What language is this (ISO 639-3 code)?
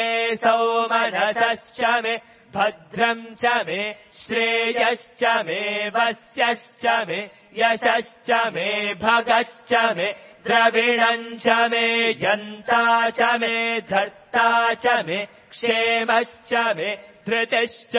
san